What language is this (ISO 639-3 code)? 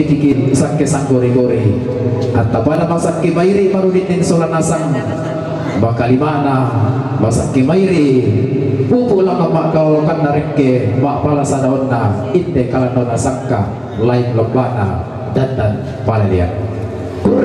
sda